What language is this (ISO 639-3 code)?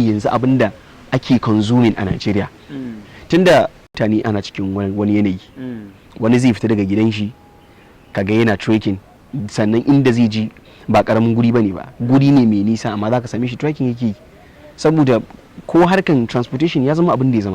hau